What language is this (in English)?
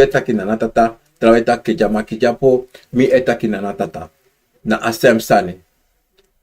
Sranan Tongo